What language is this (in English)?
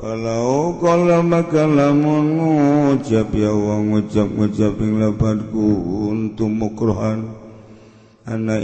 Sundanese